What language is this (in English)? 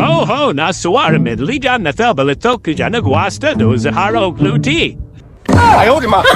Baluchi